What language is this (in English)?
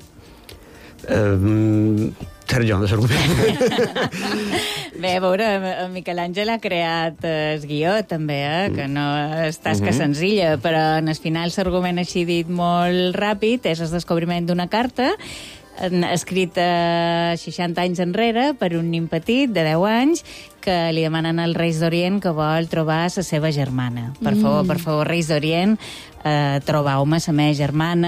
Catalan